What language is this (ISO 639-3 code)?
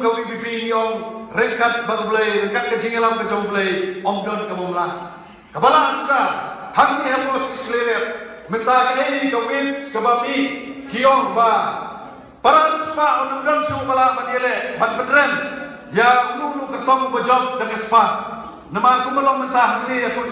kha